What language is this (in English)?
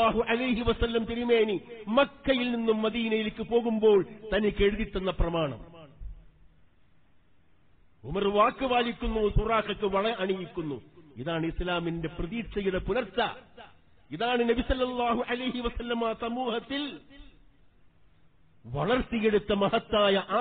Malayalam